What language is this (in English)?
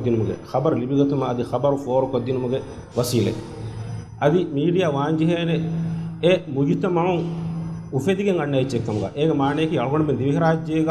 Divehi